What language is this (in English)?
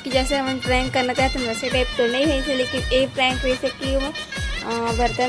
Chhattisgarhi